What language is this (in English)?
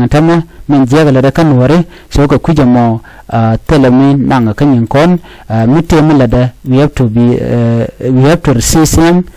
Nuer